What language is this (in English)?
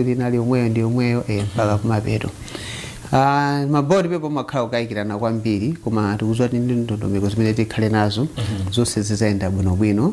Nyanja